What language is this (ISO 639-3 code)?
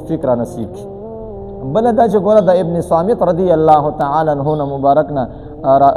pus